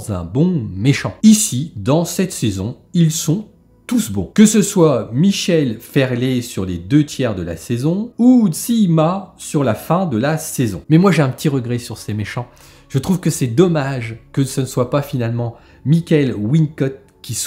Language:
French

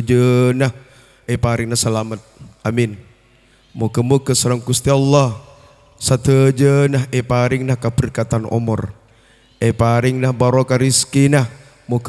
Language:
Madurese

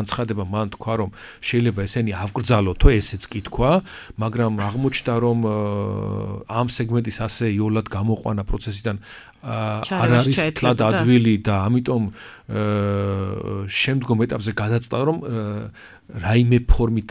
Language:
Georgian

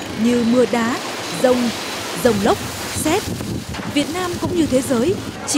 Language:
Vietnamese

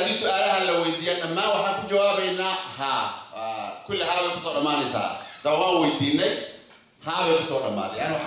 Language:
Somali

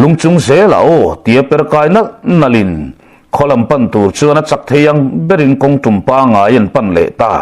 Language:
Mizo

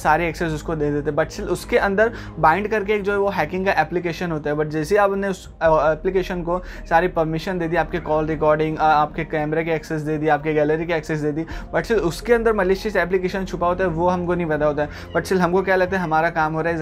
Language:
Hindi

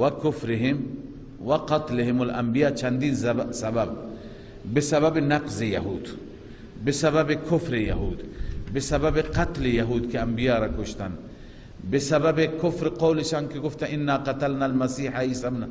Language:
Persian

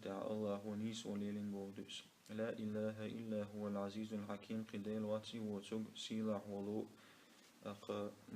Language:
Chechen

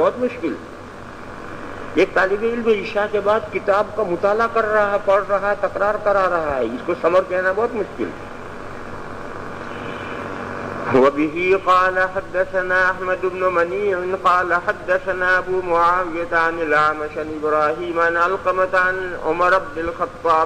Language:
Urdu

